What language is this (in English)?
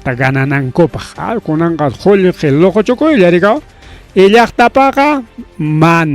Ayacucho Quechua